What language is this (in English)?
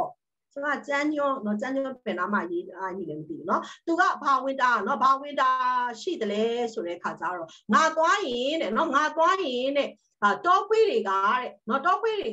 Burmese